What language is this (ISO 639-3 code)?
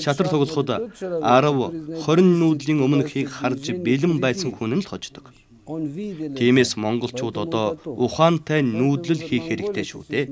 mon